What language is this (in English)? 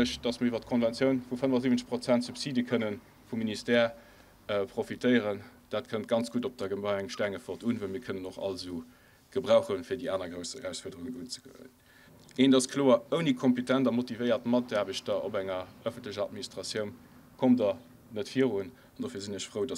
Luxembourgish